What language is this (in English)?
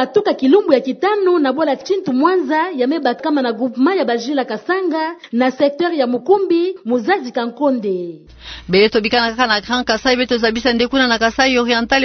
Kituba (Democratic Republic of Congo)